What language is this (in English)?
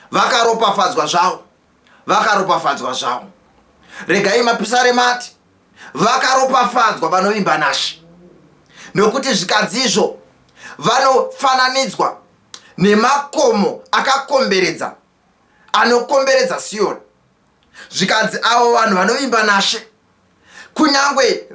Shona